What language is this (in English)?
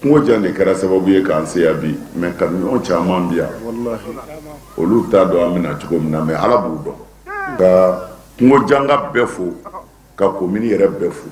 Bambara